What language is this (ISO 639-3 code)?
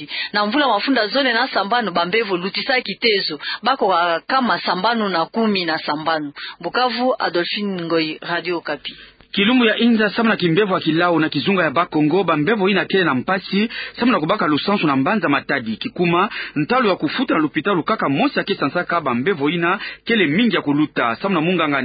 ktu